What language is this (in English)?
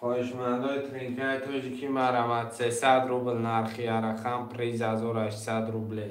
Tajik